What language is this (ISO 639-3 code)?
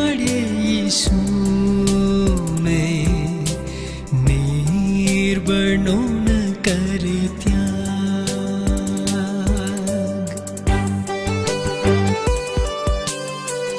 guj